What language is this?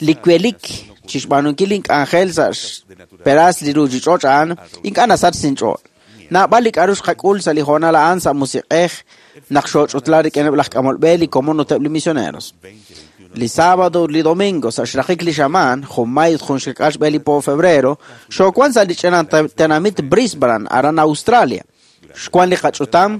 Kekchí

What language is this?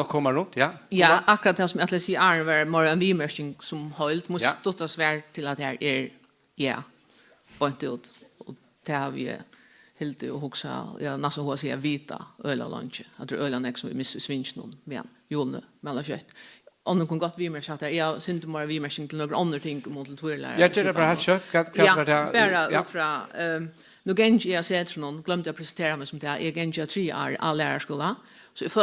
Faroese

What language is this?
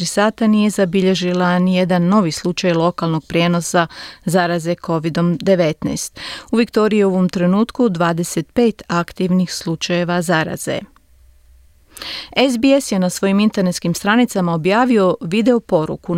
Croatian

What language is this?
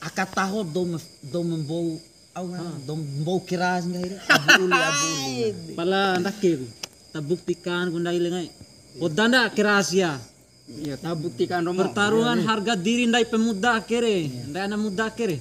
Bima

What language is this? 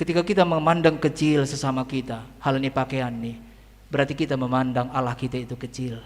Batak Simalungun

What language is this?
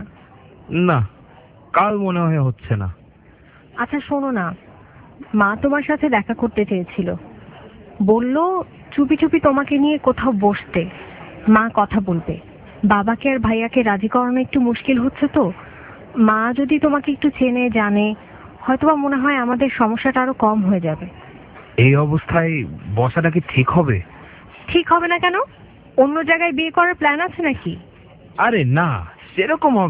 Bangla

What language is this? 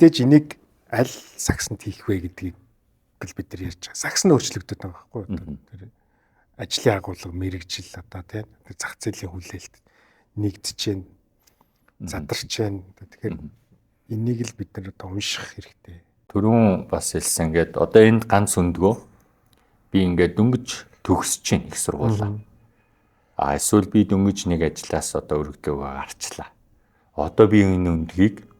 Mongolian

